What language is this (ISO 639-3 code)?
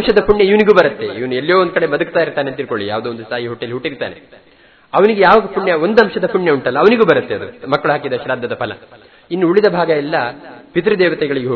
kan